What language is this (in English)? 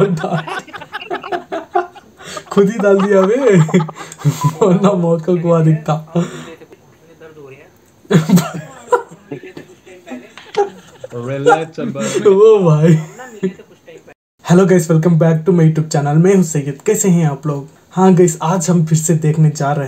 Hindi